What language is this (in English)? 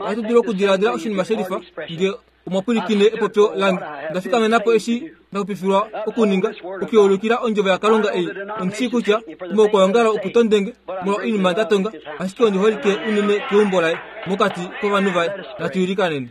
Kuanyama